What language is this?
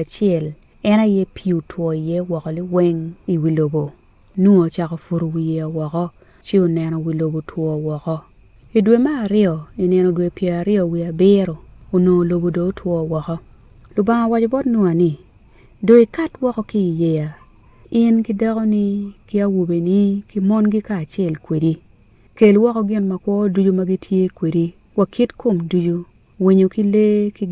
Acoli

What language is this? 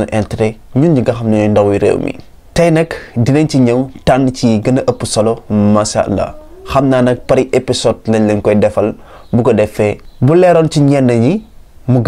Wolof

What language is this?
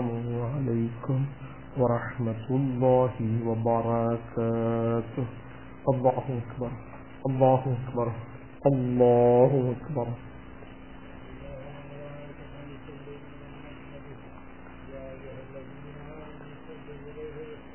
Urdu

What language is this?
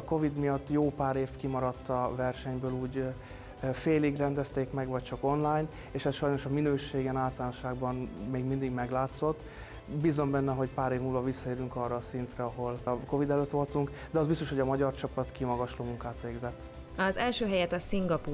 Hungarian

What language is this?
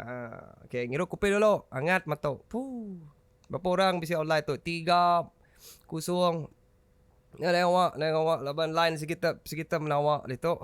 Iban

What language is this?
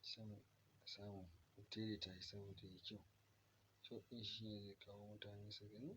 Hausa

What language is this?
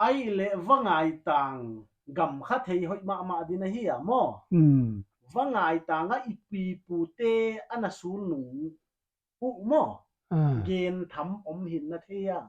Paite Chin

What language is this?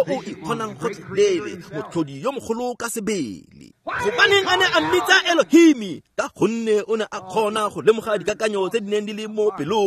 Tswana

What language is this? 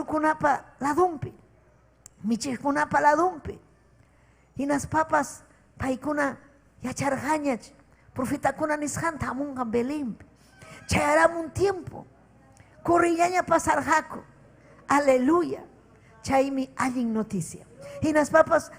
Ayacucho Quechua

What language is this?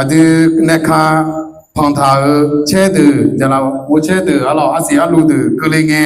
Akha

